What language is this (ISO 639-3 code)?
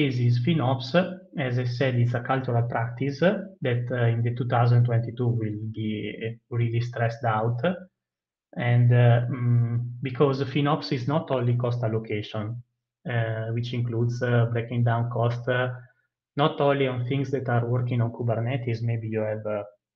eng